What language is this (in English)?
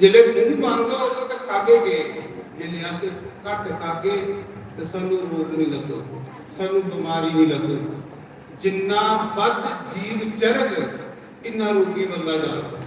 Dogri